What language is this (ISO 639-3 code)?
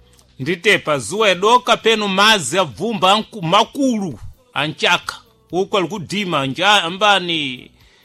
seh